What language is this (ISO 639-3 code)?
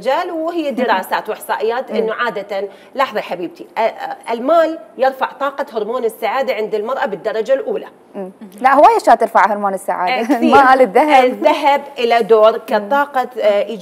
acm